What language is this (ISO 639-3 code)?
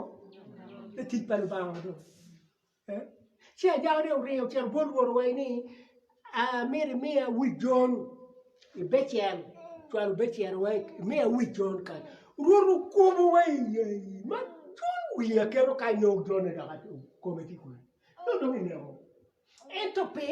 ach